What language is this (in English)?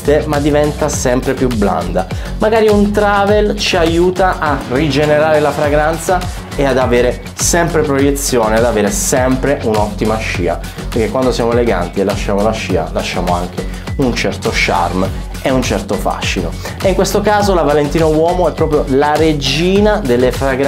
Italian